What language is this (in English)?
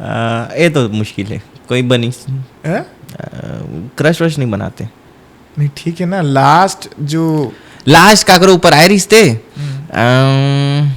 Chhattisgarhi